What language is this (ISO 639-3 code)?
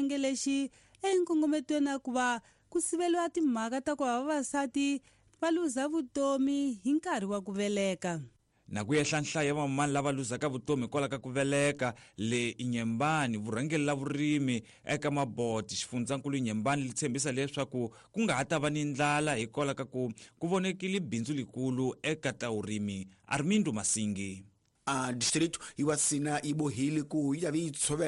tso